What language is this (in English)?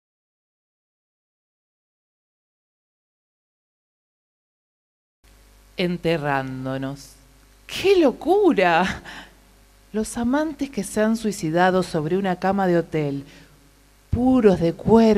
Spanish